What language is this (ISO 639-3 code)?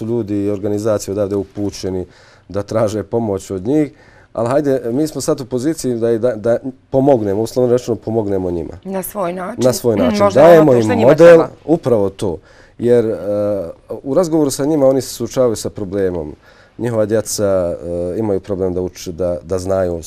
bos